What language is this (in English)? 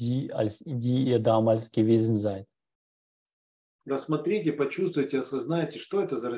German